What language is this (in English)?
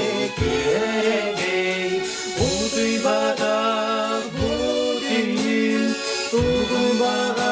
Yakut